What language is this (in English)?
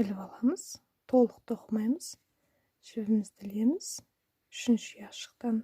Kazakh